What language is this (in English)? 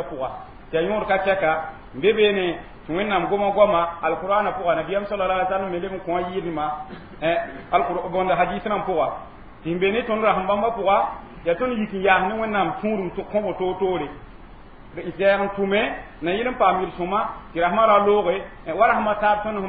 Mossi